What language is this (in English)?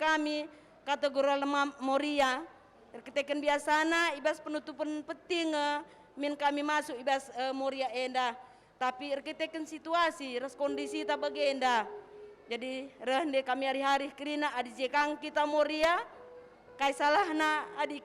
Batak Karo